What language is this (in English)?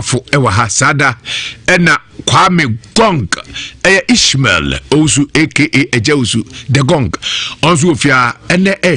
Akan